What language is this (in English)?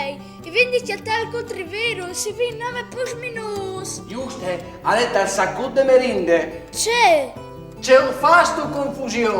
Friulian